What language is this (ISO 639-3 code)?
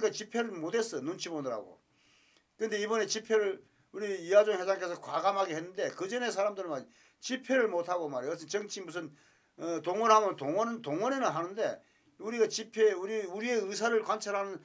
kor